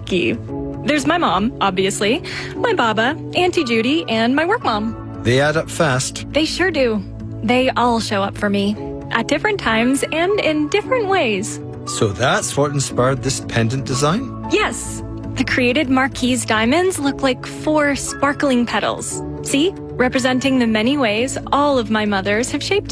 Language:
English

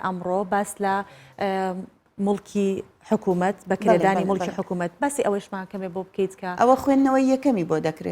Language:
Central Kurdish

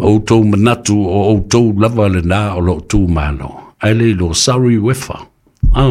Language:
Samoan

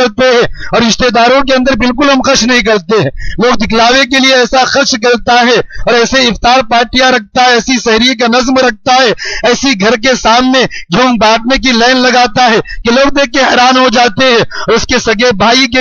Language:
Urdu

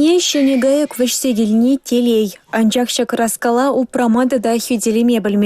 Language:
Chuvash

